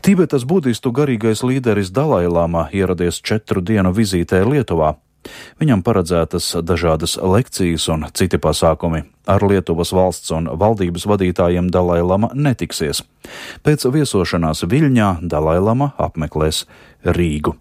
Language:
Latvian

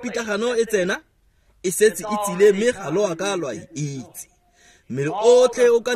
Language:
Tswana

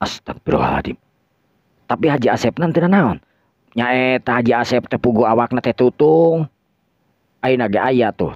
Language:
Sundanese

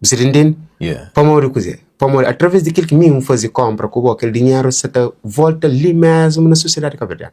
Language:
Kabuverdianu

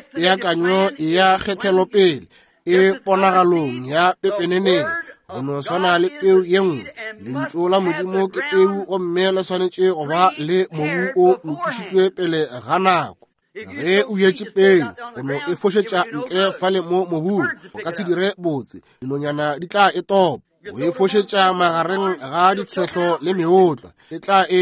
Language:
Northern Sotho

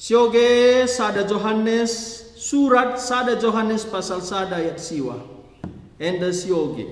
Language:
Batak Karo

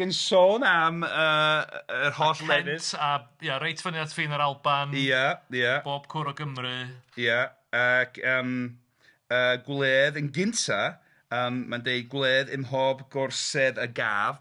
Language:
Welsh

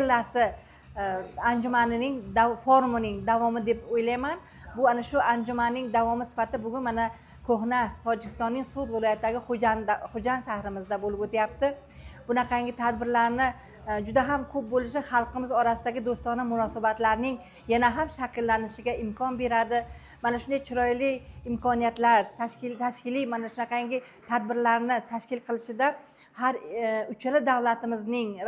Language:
Uzbek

